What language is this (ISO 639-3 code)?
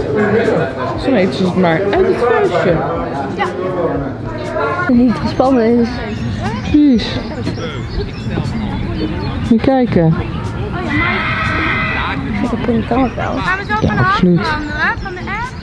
nld